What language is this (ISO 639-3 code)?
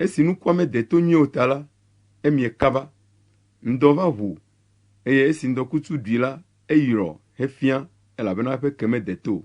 ewe